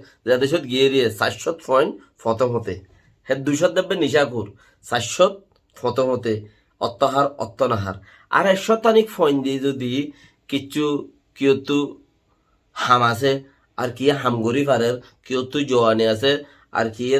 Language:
Rohingya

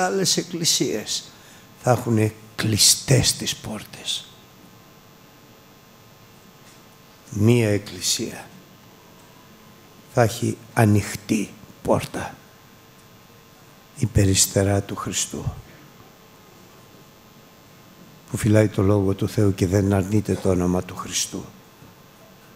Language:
Greek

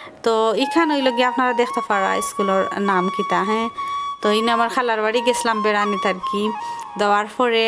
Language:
Sylheti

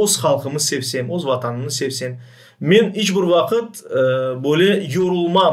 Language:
Crimean Tatar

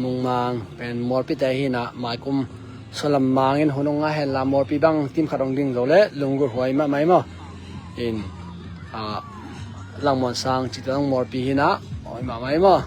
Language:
Tedim Chin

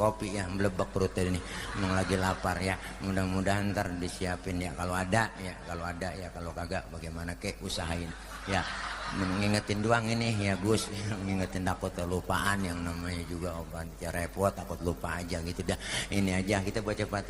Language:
Betawi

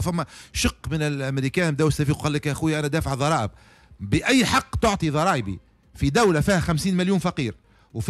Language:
Tunisian Arabic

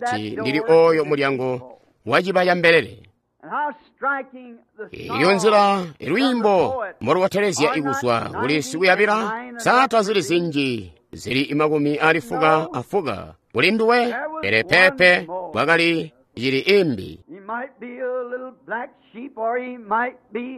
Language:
Tonga (Zambia)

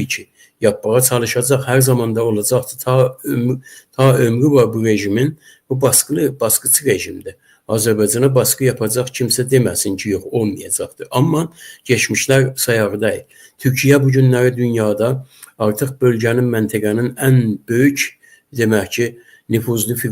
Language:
Azerbaijani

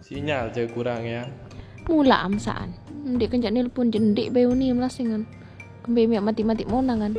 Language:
Sasak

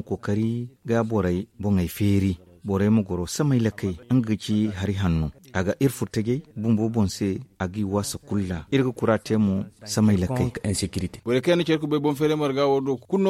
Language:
Zarma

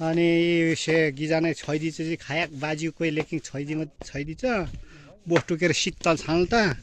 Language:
Nepali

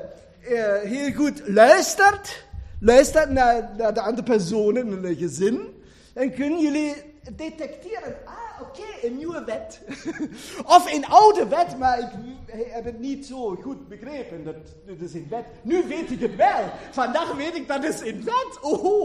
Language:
Dutch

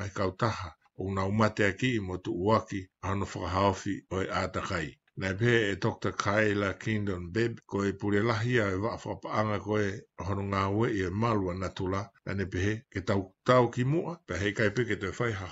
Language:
Tongan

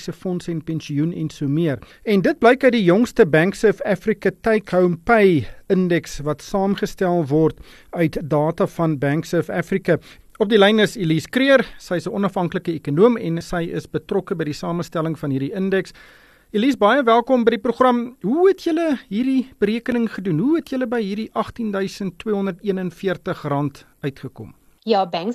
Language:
Afrikaans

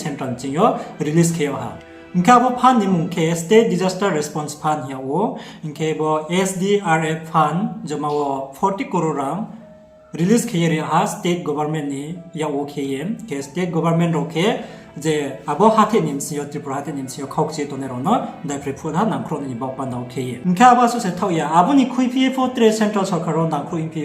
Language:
Riang (India)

